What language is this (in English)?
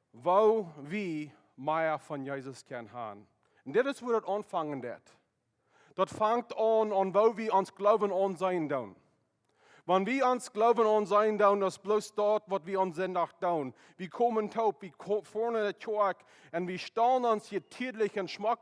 Plautdietsch